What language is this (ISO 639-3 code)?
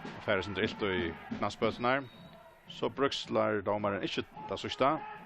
fao